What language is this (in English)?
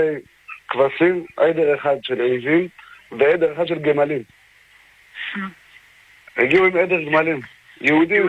Hebrew